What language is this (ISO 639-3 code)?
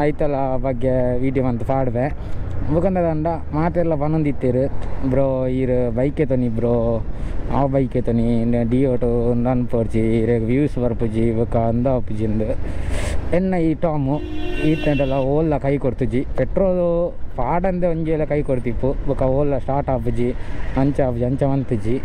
tcy